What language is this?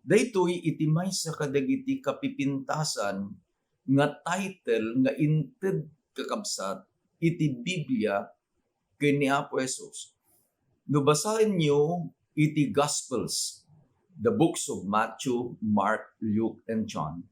Iloko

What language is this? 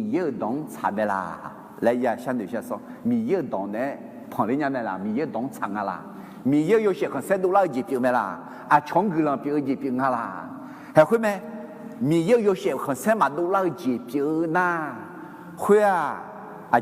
Akha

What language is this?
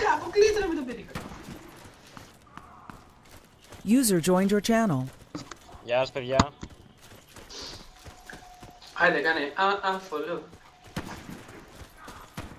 Greek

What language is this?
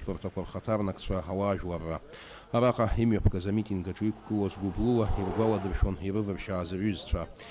Abkhazian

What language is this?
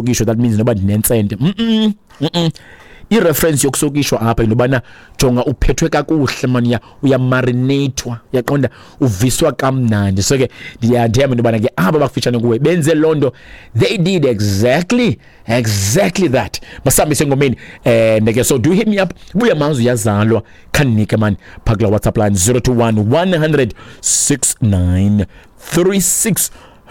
Xhosa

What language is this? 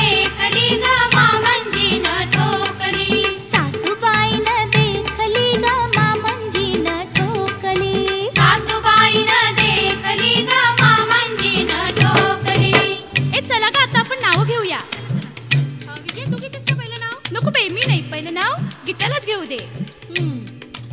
Marathi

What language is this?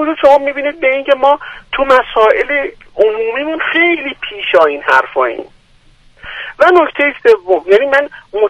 Persian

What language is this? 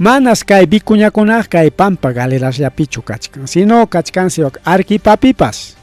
Ayacucho Quechua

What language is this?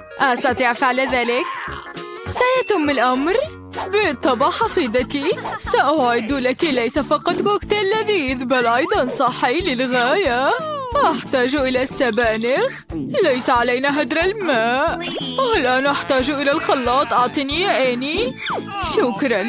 Arabic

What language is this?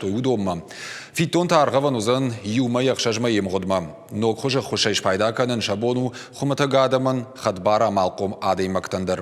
Ossetic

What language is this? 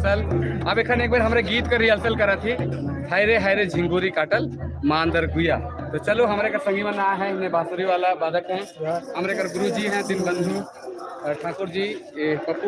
Sadri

